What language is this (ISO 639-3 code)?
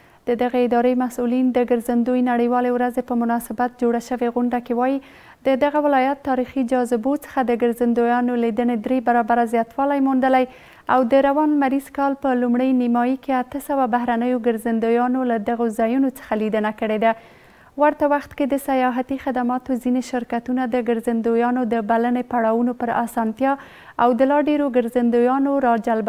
pus